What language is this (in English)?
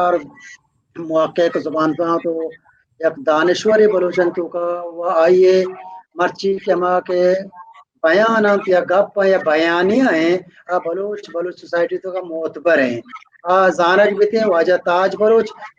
Baluchi